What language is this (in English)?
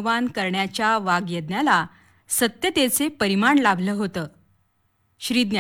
Marathi